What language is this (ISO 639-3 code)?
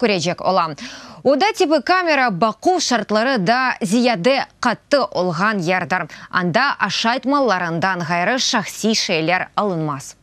crh